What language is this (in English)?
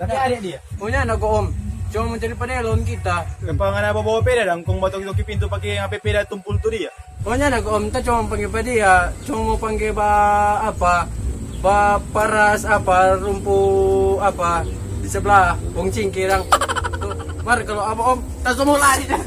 Manado Malay